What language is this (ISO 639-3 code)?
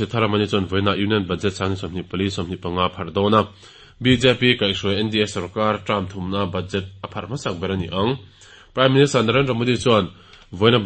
lus